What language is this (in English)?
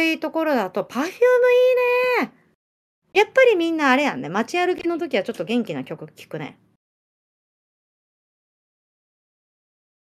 Japanese